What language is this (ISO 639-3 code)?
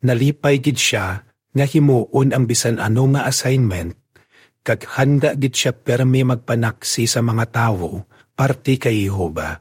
hil